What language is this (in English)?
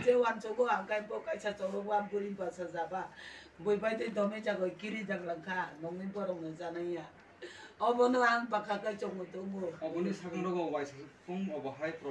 Riang (India)